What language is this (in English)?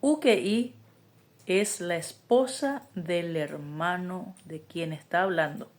Guarani